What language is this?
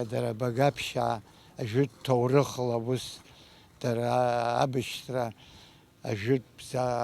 Abkhazian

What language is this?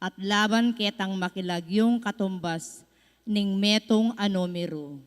Pampanga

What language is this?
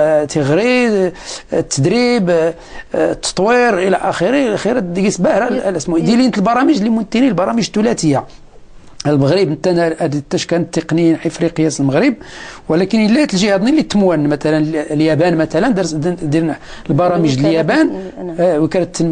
Moroccan Arabic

